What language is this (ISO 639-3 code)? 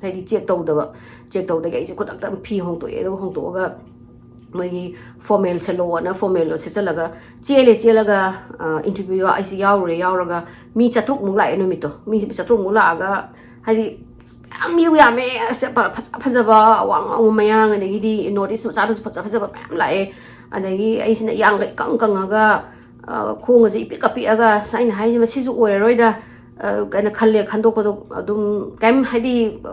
mni